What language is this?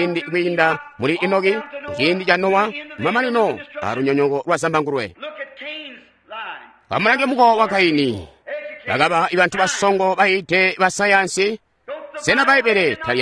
Tonga (Zambia)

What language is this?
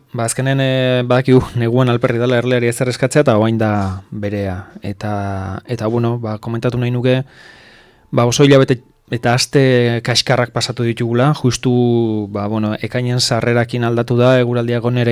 Basque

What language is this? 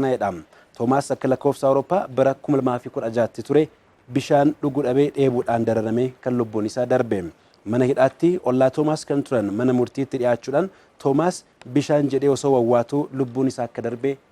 Oromo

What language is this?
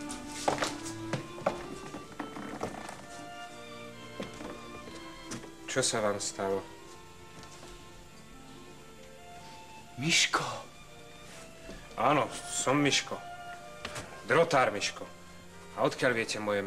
Slovak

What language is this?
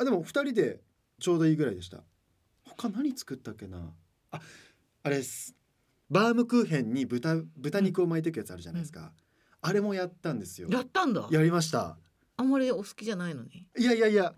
Japanese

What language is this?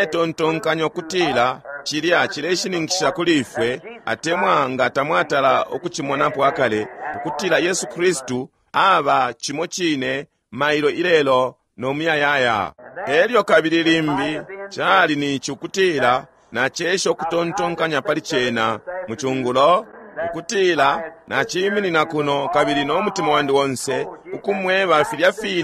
Bemba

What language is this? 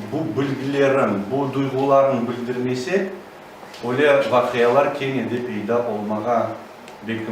Crimean Tatar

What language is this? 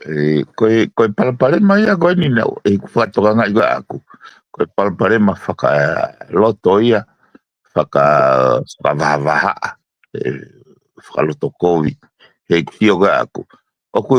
Tongan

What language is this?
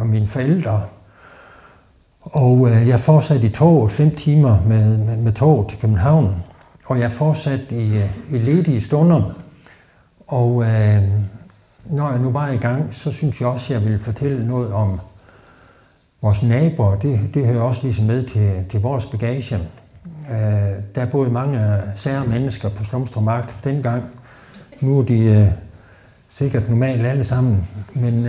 Danish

